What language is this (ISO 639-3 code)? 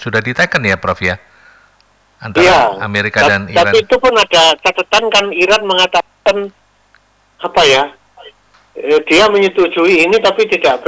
ind